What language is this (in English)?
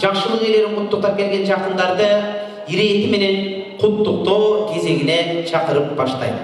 Kyrgyz